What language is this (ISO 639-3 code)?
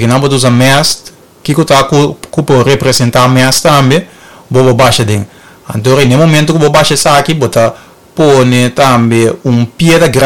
pap